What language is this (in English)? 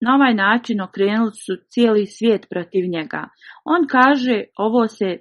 Bosnian